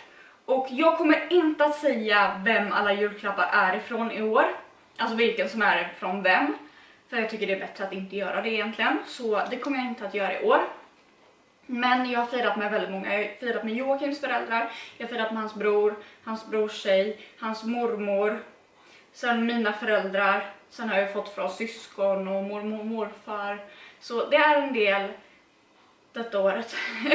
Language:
Swedish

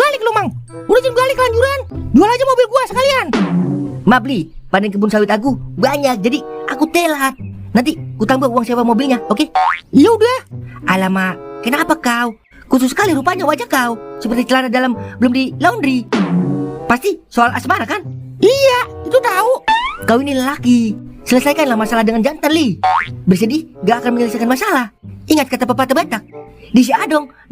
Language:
Betawi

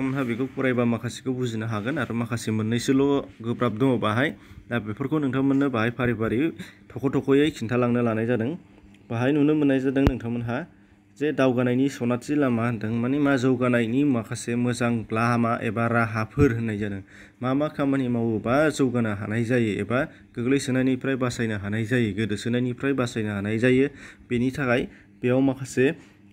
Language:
Bodo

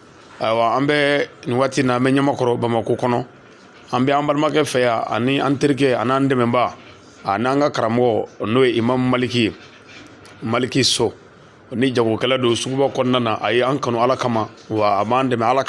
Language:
Bambara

